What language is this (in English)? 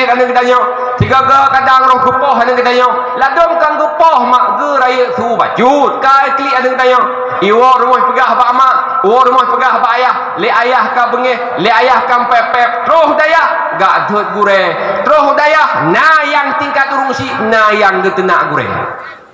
Achinese